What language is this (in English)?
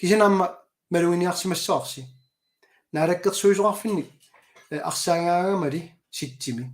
Kalaallisut